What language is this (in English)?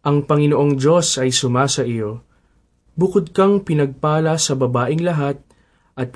Filipino